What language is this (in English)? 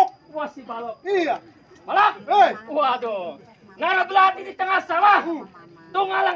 Betawi